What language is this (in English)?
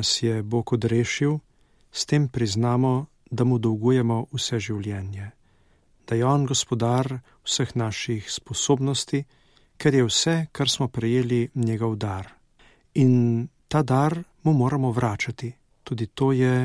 Slovenian